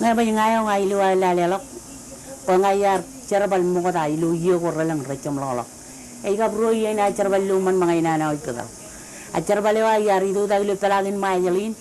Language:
Marshallese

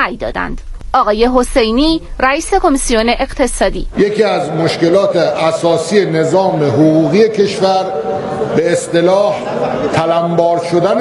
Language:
Persian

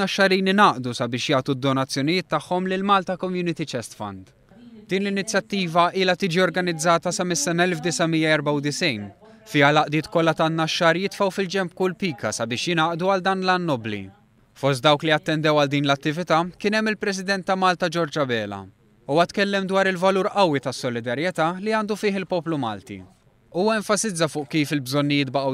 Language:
Maltese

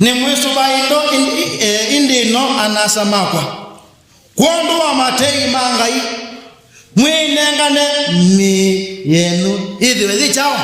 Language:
Kamba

